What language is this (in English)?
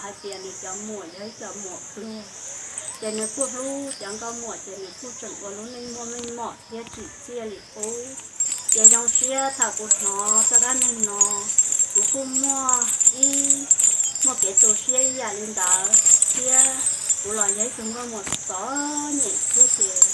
Hmong